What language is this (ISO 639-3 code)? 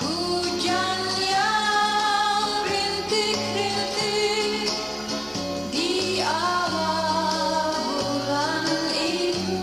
bjn